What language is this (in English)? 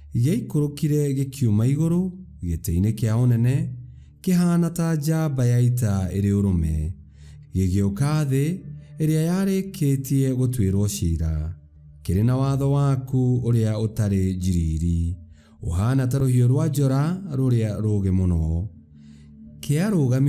Kikuyu